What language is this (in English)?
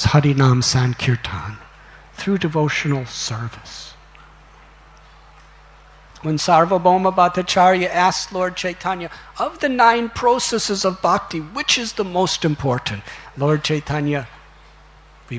English